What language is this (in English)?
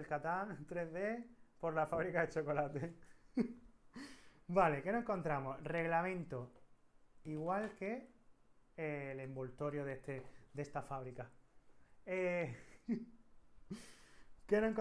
Spanish